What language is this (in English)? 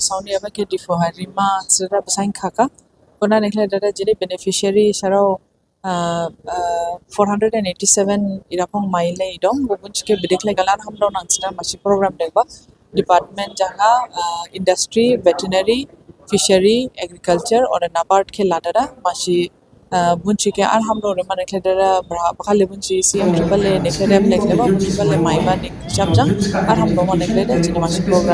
Dimasa